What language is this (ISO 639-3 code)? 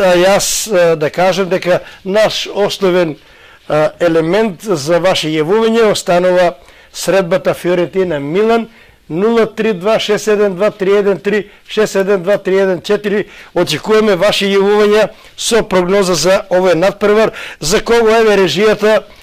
mkd